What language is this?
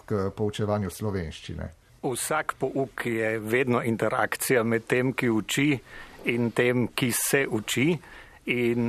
Slovenian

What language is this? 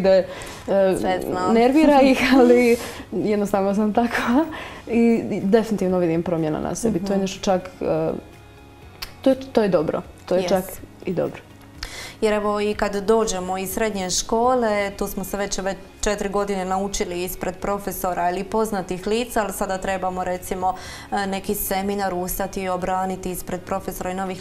Croatian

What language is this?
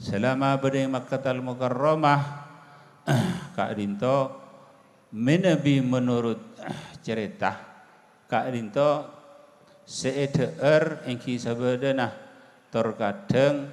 Madurese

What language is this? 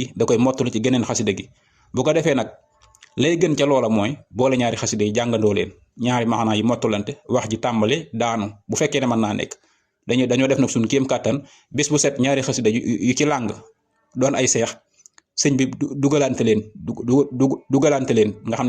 Wolof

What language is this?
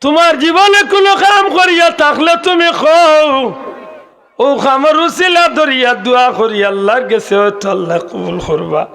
Sylheti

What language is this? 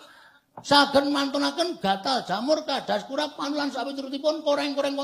Javanese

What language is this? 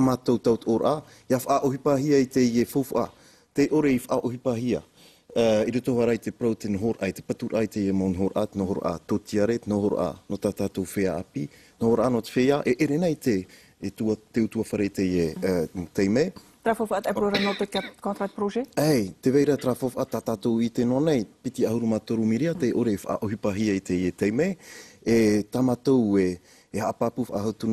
Tahitian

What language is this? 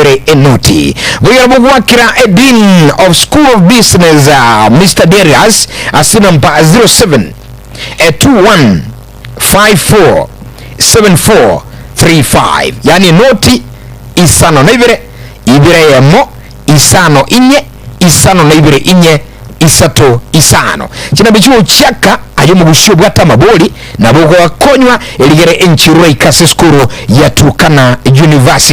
Gusii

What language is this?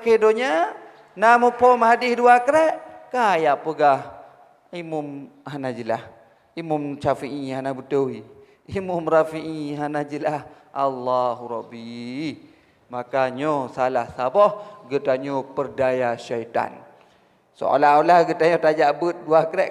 Achinese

